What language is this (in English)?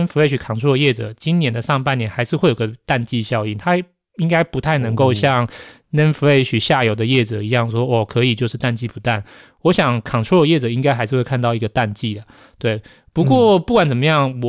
Chinese